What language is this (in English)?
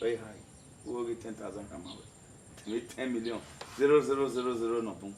Bini